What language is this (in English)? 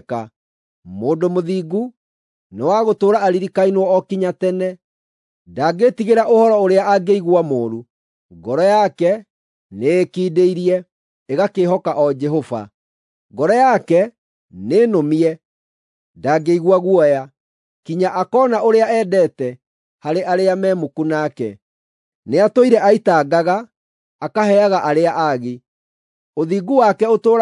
Kikuyu